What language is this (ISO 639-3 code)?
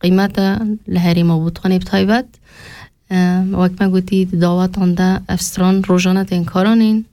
kur